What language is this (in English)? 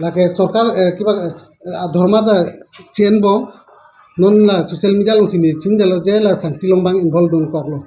Karbi